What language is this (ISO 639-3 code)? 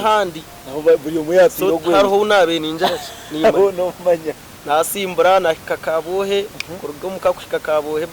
nyn